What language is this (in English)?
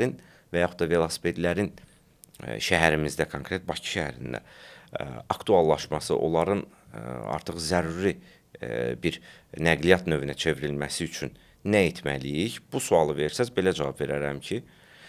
Azerbaijani